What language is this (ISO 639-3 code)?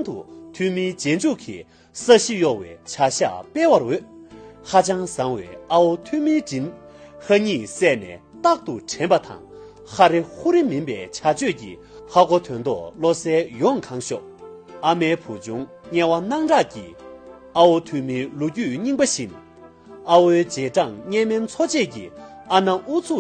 bod